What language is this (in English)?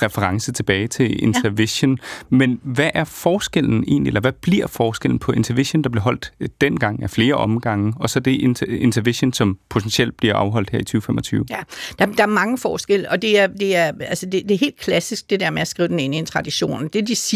Danish